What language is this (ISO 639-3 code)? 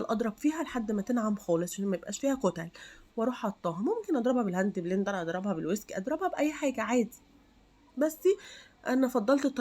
arz